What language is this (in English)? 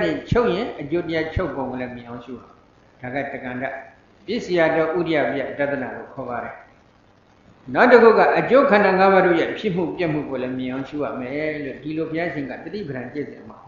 Burmese